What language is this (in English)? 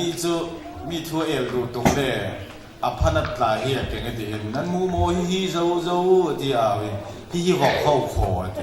Falam Chin